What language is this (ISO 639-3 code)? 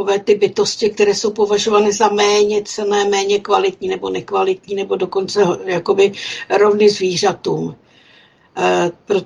ces